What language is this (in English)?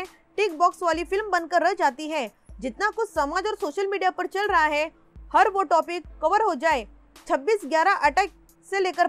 Hindi